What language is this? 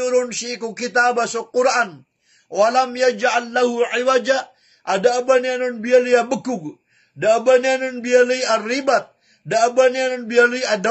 Maranao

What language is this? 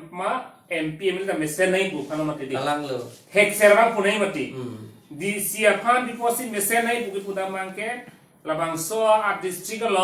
Karbi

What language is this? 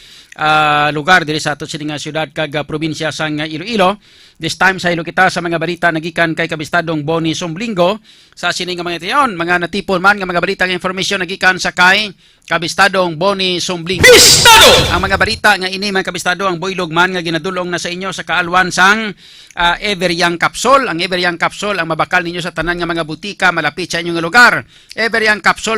Hiligaynon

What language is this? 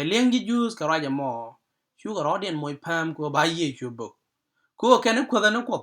Nuer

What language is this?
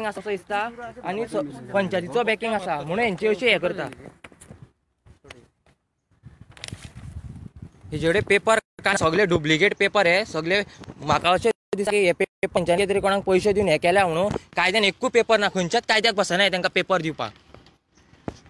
Konkani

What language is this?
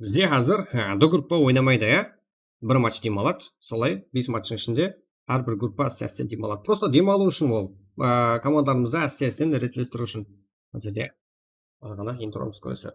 Kara-Kalpak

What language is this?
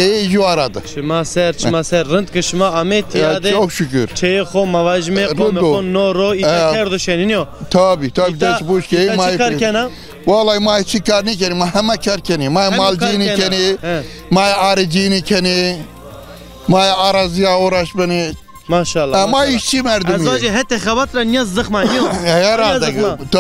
Zaza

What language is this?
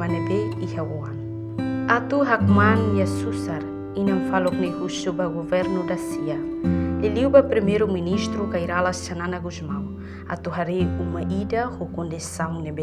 Tetum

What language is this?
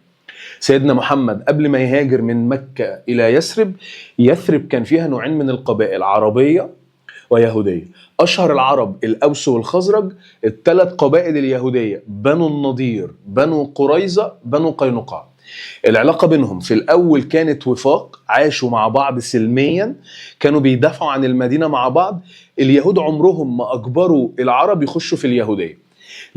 Egyptian Arabic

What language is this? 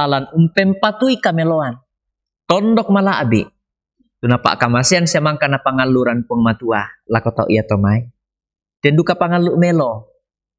Toraja-Sa'dan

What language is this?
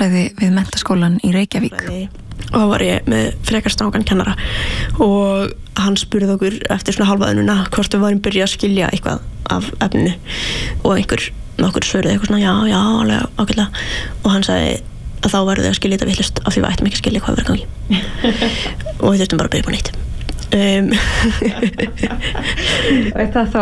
Icelandic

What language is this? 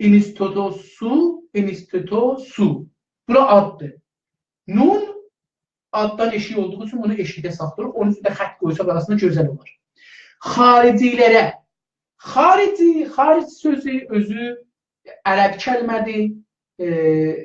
South Azerbaijani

